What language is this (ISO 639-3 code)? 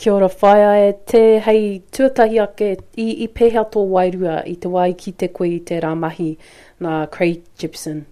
mri